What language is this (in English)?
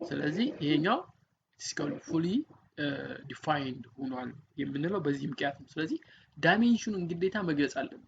Amharic